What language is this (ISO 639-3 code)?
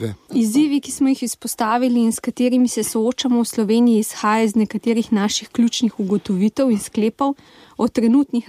slv